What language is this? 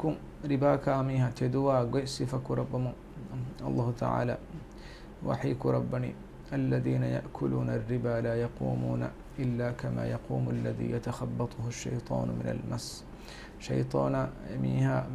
Divehi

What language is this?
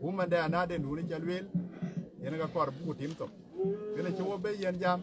Dinka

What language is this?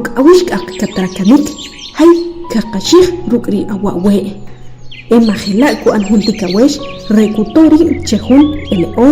Achi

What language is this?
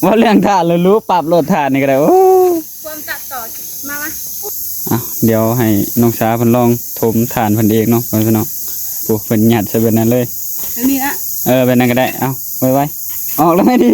Northeastern Thai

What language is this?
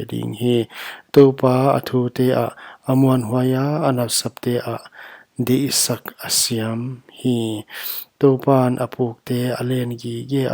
Paite Chin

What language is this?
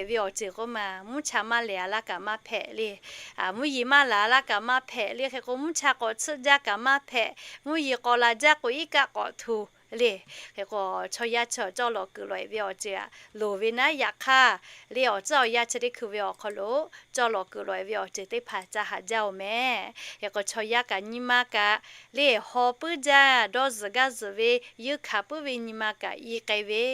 Lahu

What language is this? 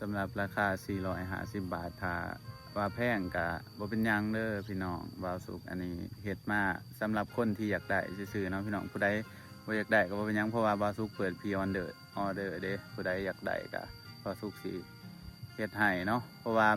Lao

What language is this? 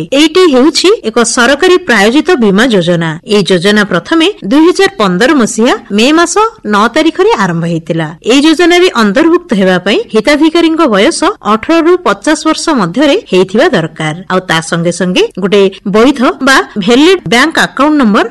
Odia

